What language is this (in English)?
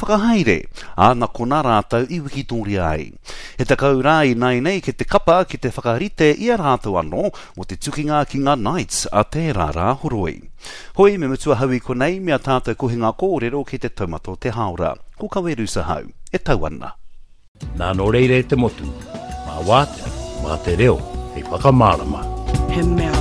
Māori